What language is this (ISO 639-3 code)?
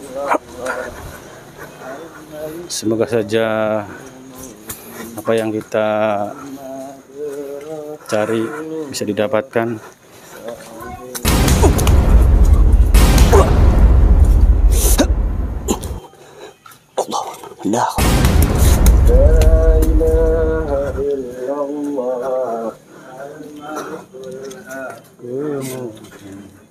ind